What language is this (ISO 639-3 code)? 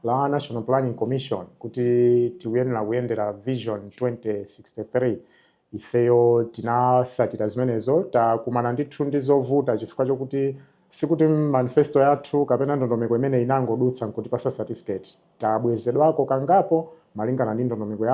nya